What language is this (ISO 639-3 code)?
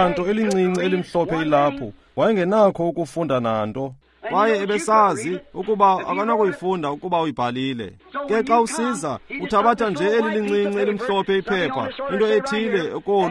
xho